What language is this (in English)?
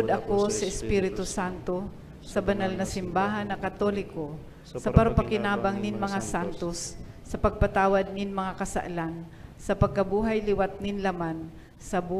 Bikol